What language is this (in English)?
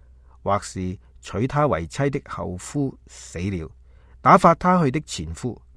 Cantonese